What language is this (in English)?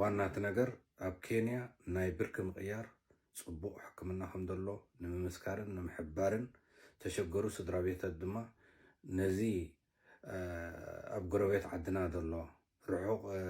Tigrinya